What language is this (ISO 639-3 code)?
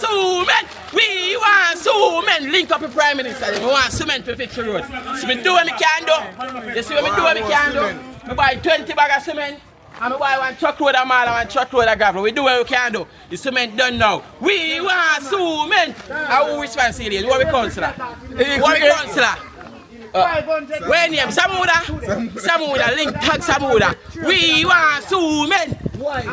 jam